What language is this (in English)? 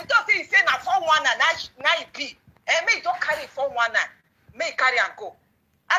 Nigerian Pidgin